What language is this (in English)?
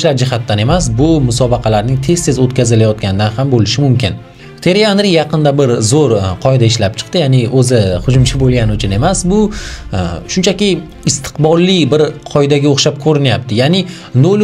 Uzbek